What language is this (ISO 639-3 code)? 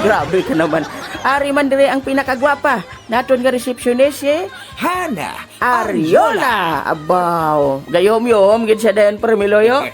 hil